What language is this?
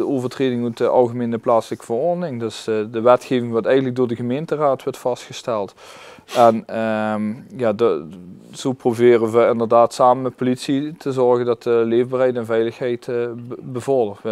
Limburgish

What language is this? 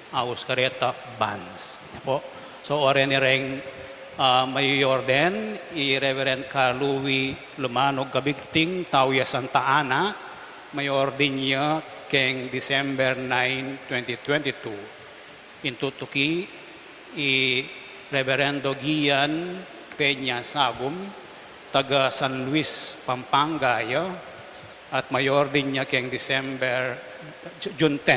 Pampanga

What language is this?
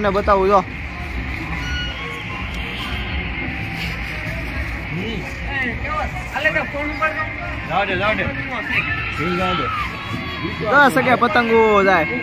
Gujarati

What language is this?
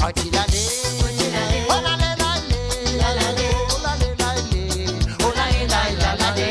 Morisyen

